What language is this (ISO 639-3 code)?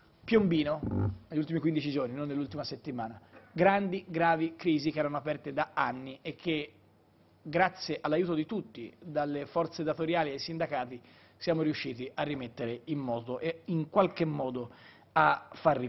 ita